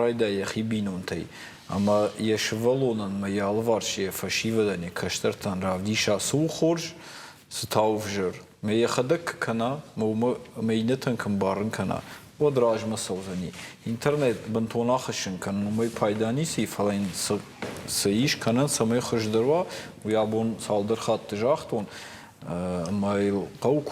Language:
Ossetic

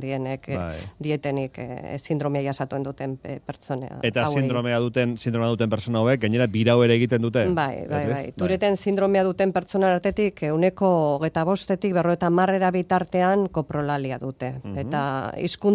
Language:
Basque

